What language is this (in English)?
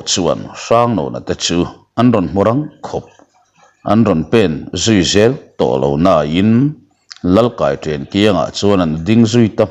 Mizo